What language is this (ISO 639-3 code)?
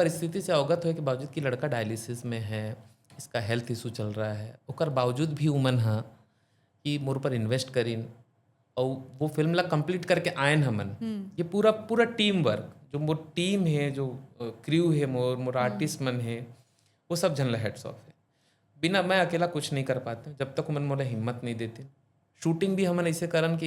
hne